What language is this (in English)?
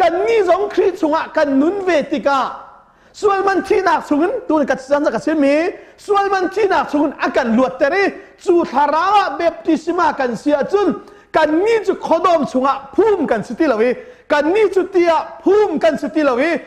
Hakha Chin